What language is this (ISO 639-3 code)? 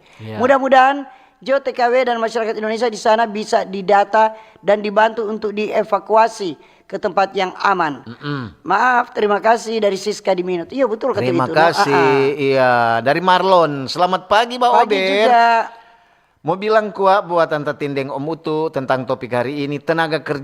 xmm